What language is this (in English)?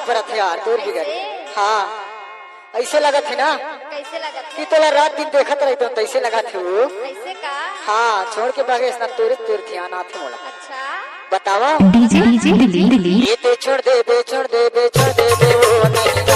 Chhattisgarhi